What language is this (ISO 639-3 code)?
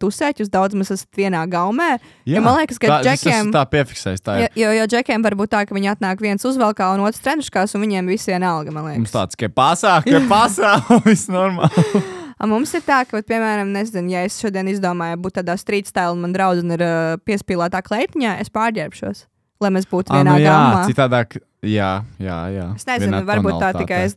lav